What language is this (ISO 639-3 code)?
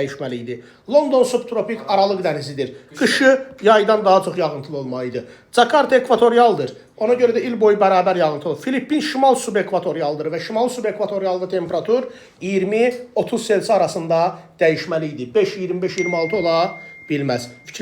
aze